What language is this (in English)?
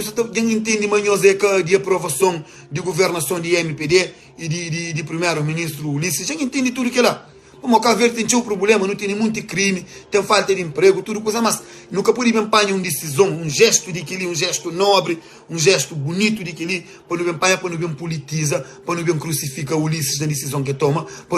Kabuverdianu